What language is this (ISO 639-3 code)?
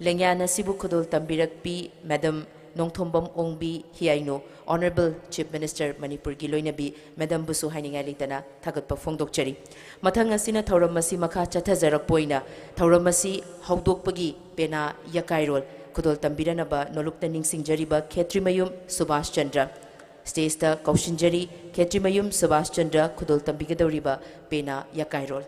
mni